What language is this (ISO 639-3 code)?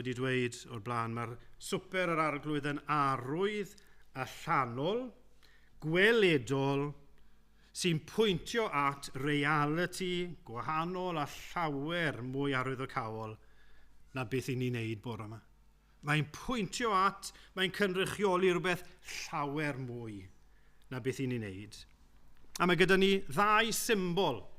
cym